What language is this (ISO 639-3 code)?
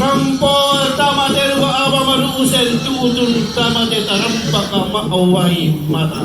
sda